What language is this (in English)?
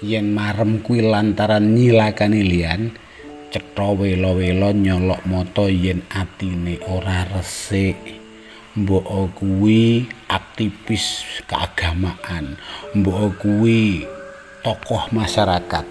Javanese